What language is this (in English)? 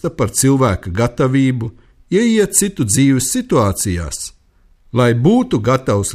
Latvian